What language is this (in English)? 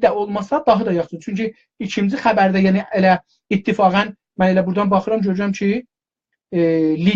South Azerbaijani